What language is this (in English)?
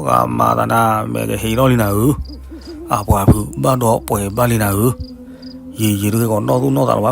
S'gaw Karen